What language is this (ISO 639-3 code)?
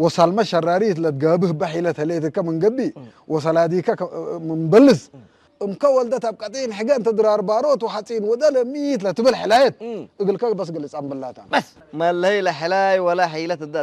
tir